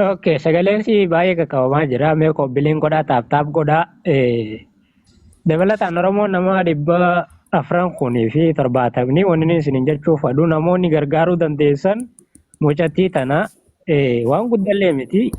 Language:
Oromo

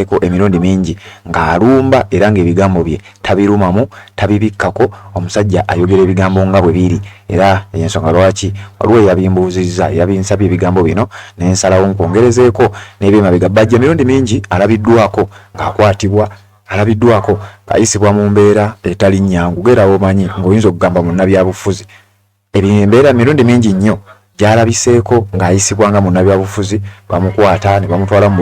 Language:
Ganda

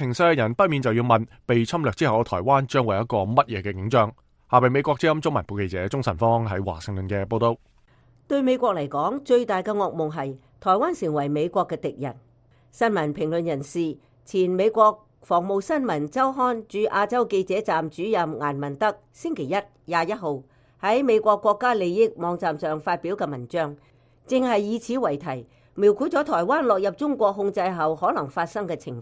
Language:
Cantonese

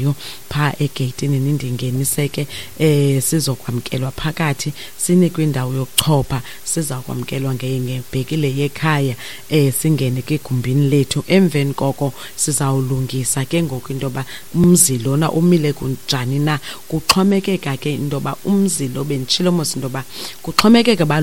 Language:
Xhosa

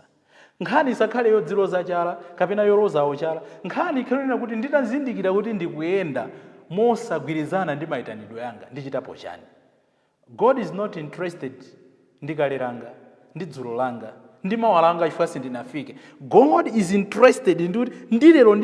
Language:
Nyanja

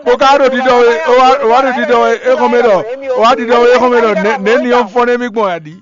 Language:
Fon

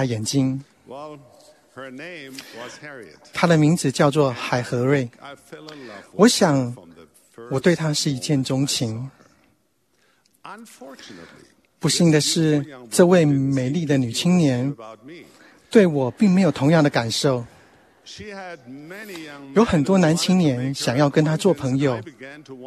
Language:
Chinese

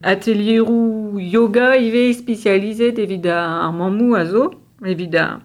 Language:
Breton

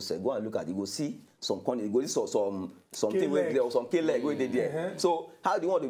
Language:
Nigerian Pidgin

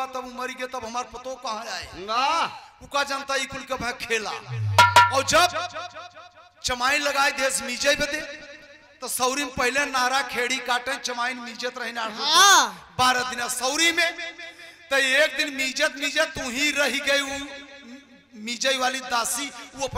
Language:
Bhojpuri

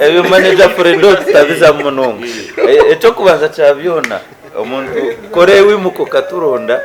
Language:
Nyankole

